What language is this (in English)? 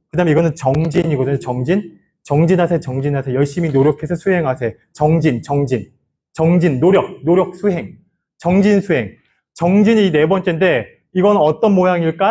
Korean